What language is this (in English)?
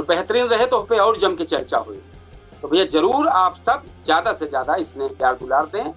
Awadhi